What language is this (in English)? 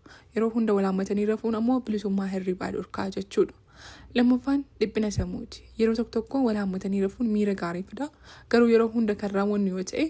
Oromo